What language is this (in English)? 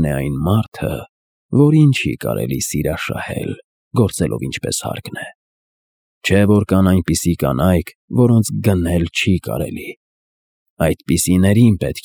Armenian